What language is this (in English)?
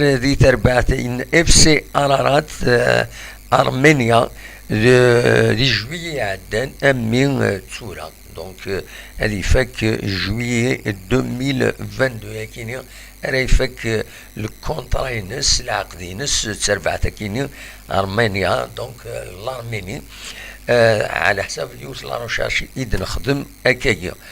Kabyle